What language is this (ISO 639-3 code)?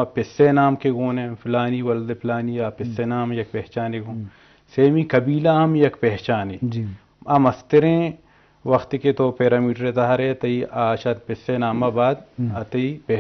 bgp